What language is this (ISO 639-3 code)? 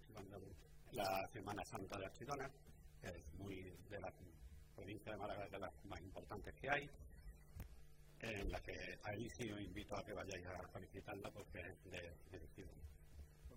spa